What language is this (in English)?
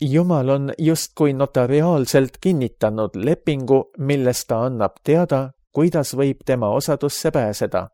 Estonian